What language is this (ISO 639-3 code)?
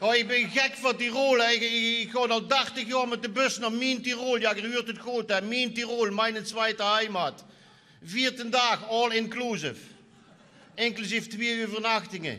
lim